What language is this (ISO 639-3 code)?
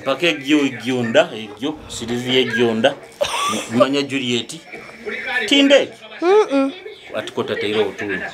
nyo